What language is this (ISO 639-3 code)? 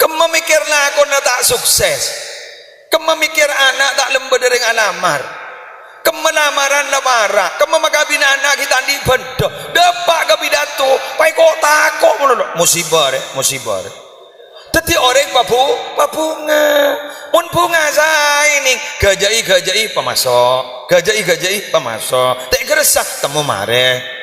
mad